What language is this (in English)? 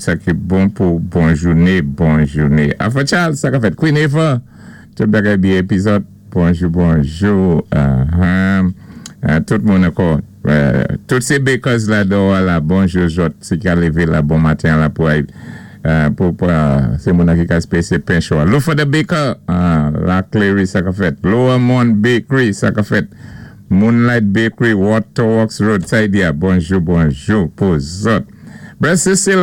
Saint Lucian Creole French